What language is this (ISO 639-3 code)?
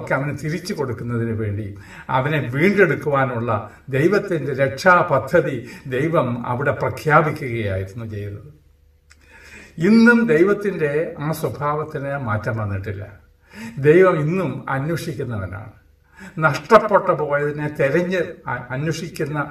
mal